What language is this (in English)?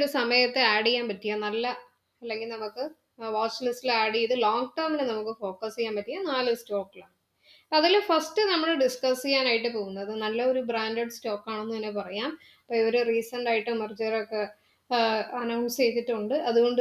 Malayalam